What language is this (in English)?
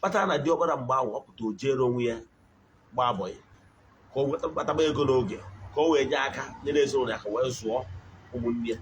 Igbo